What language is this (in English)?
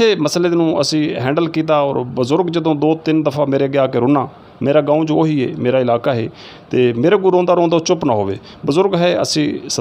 Saraiki